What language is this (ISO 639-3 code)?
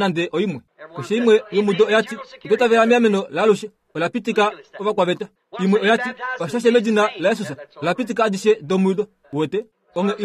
kua